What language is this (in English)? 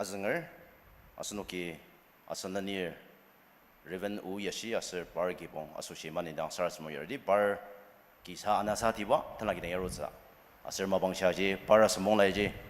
Ao Naga